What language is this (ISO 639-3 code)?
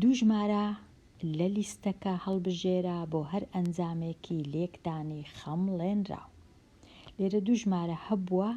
ckb